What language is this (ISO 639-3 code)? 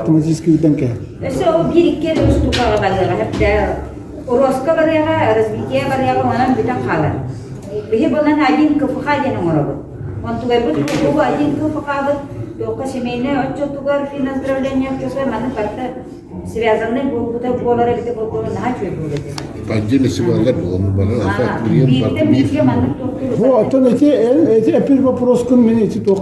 sah